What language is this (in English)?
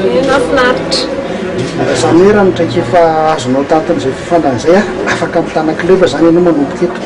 Malagasy